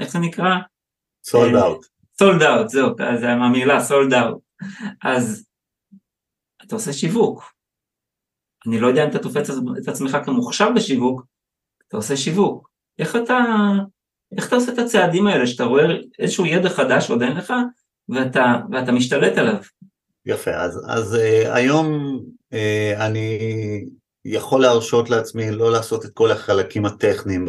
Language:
Hebrew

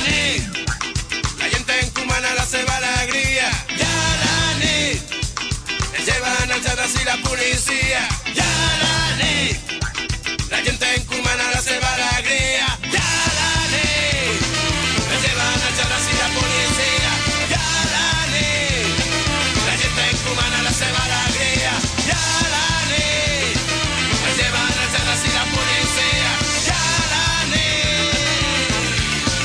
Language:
Catalan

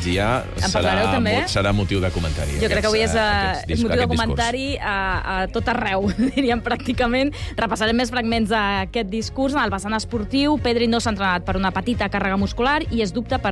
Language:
Catalan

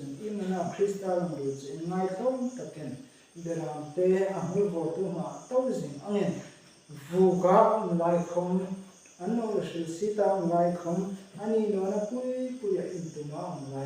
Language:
Hmar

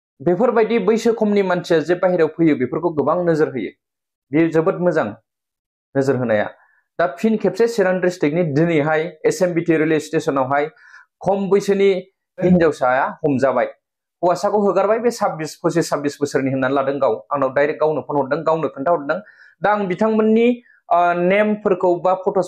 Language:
Bodo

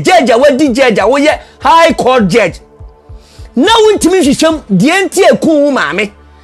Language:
Akan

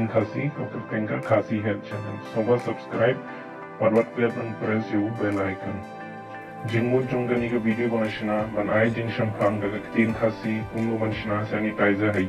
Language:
Khasi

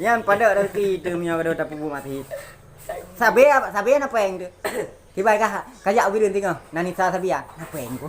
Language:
Achinese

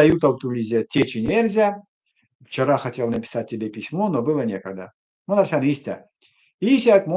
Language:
Erzya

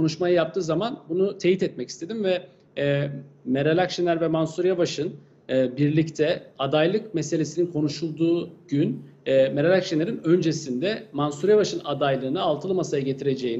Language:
Turkish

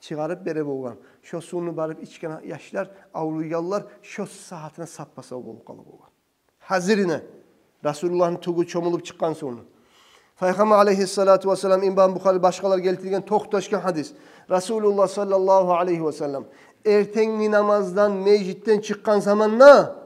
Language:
Kumyk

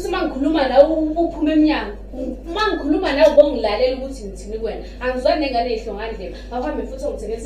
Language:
Zulu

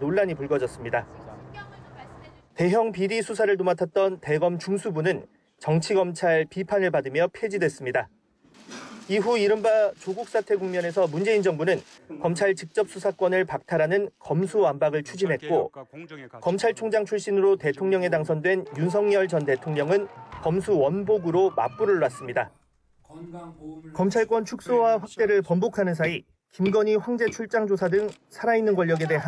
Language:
Korean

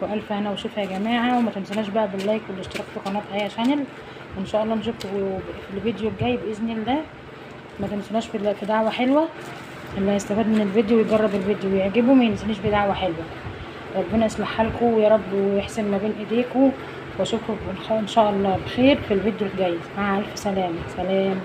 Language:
Egyptian Arabic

